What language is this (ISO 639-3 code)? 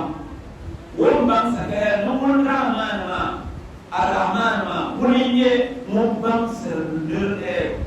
dag